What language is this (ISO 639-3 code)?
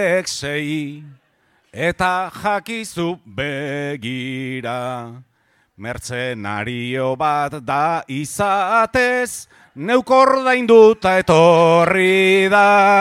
eus